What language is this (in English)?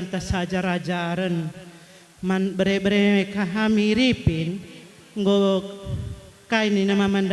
Batak Karo